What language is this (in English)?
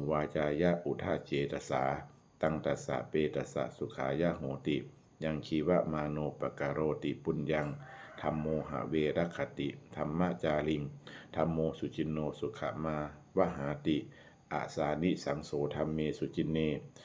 Pali